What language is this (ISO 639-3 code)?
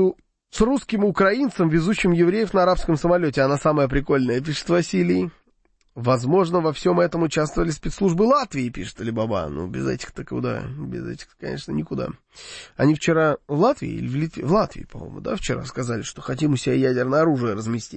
rus